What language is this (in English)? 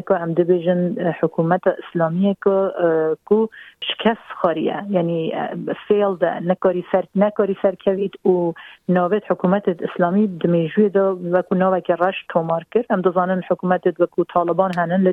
Kurdish